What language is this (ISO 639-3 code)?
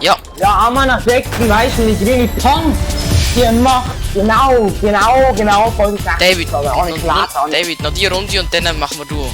gsw